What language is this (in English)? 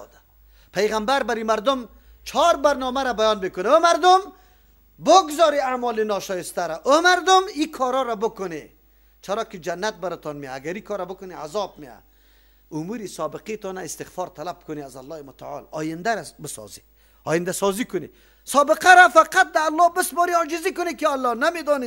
Persian